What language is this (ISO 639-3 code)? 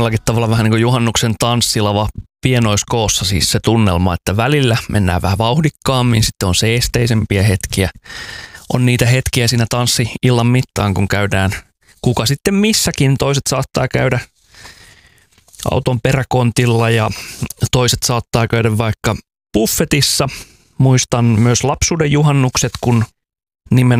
fin